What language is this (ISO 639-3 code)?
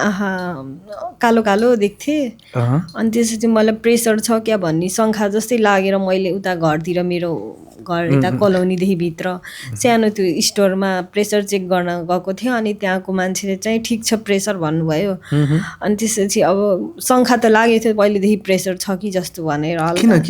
nep